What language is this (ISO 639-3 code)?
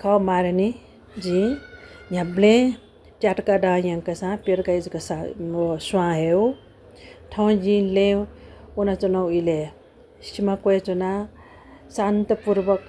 new